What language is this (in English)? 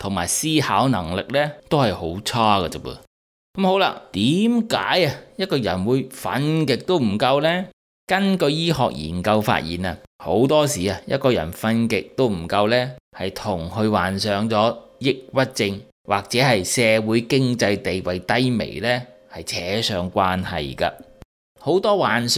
Cantonese